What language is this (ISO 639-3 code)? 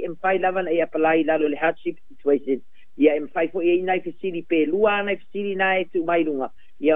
smo